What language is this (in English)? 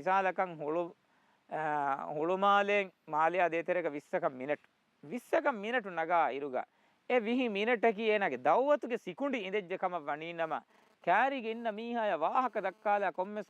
Divehi